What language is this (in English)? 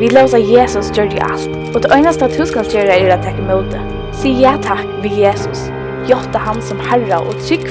Faroese